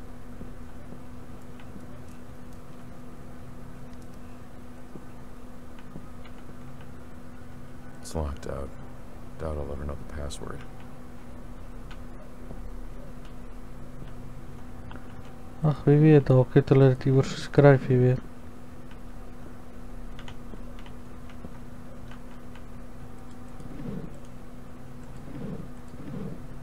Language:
Afrikaans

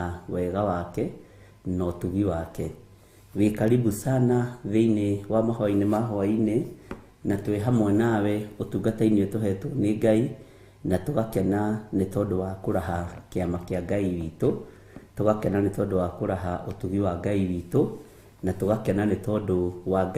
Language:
Kikuyu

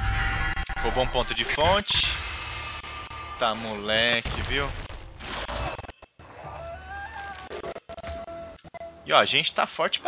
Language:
Portuguese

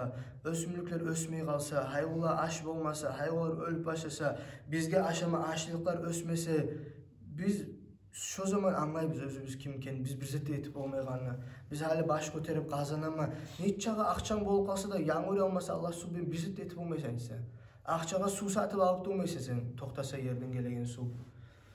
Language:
Kumyk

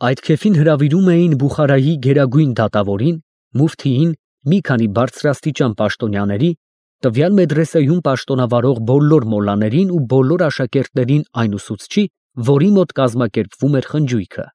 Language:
Armenian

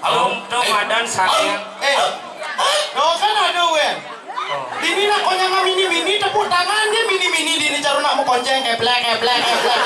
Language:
Balinese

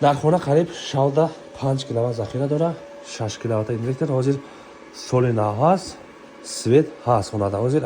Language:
Tajik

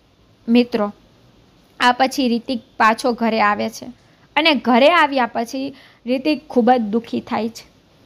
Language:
Gujarati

